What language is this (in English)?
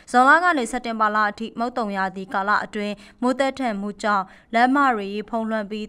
Burmese